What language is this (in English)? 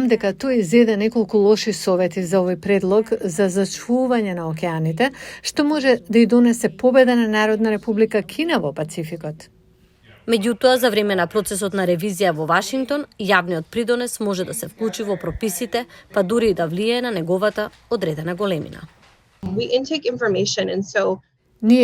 Macedonian